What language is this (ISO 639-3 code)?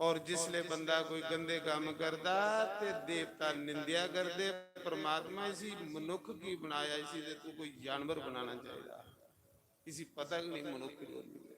doi